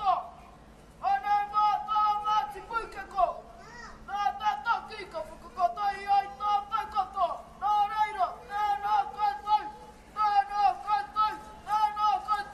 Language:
Māori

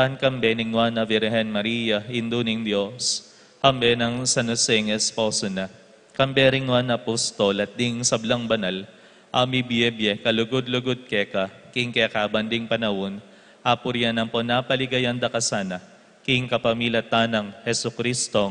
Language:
Pampanga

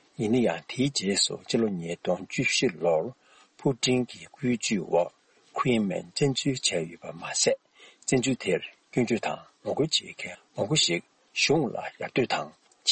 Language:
Tibetan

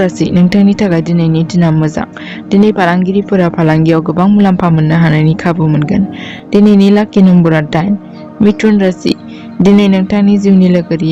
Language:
Bodo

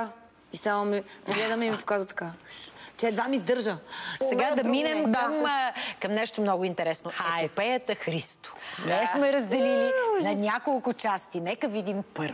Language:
Bulgarian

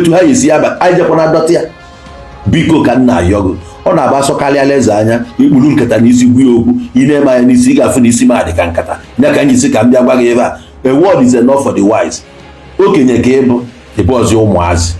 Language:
Igbo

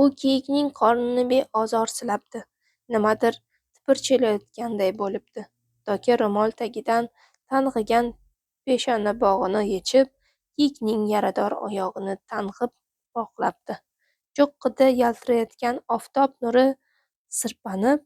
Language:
Uzbek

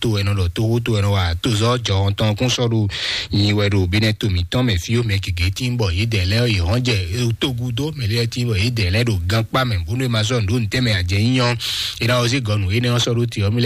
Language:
Fon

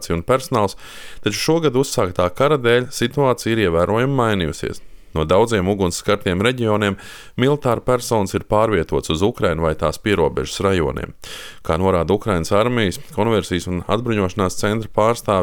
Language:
Latvian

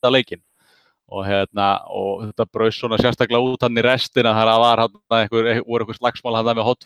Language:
Icelandic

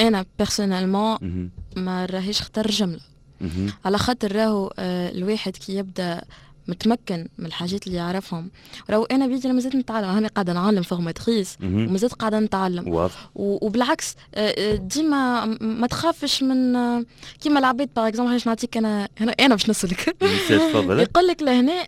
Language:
Tunisian Arabic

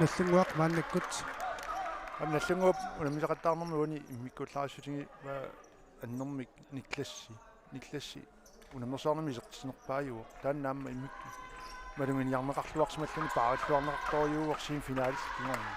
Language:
Kalaallisut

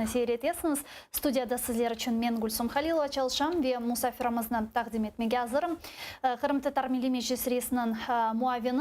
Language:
Crimean Tatar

